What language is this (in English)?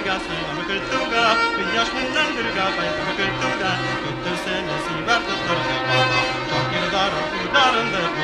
Bashkir